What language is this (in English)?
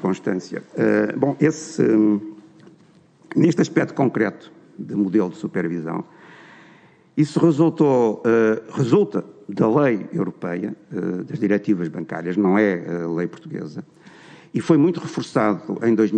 Portuguese